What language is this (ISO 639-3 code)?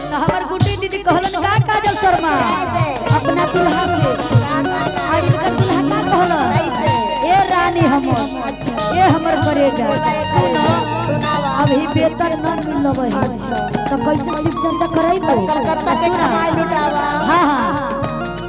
mag